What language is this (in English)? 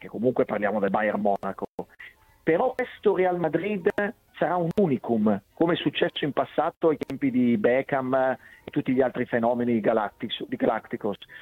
Italian